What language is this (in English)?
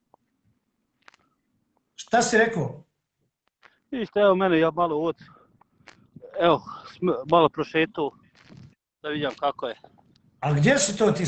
Bosnian